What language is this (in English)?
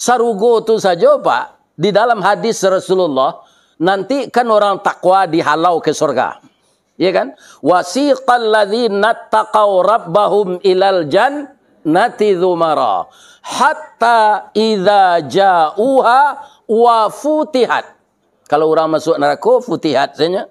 Minangkabau